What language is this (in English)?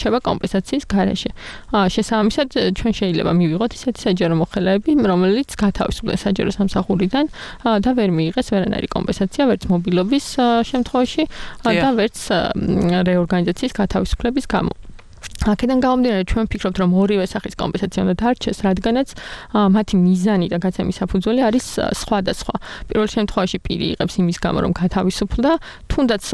Georgian